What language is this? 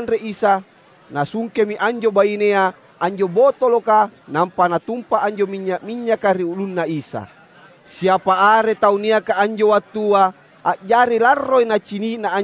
Makasar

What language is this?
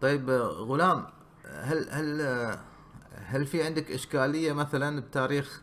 Gulf Arabic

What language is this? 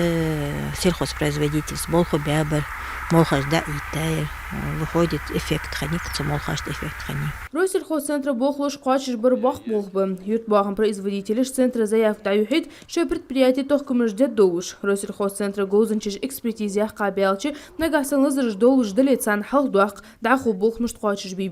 Ingush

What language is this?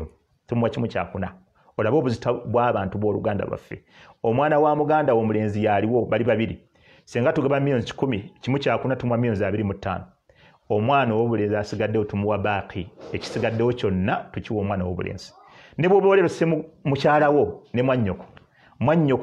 Ganda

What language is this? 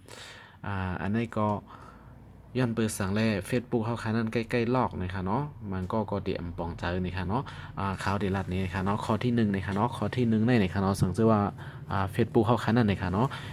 Shan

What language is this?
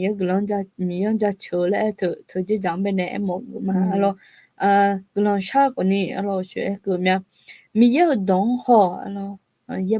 Akha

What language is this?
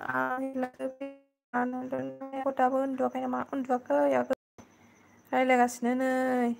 Bodo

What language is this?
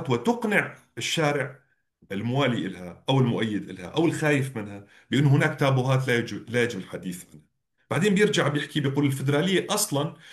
North Levantine Arabic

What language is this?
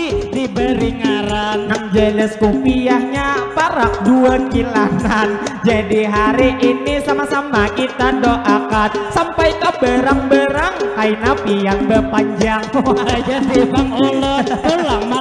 Banjar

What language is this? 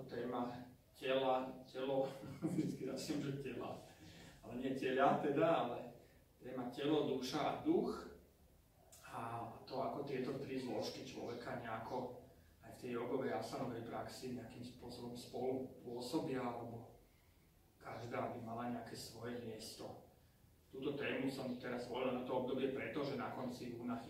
Slovak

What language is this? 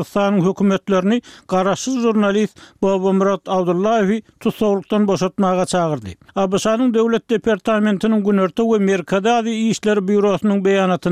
Turkmen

